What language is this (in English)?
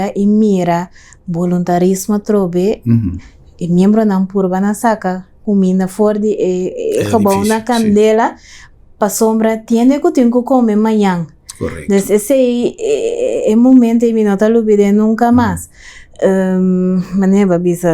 Papiamento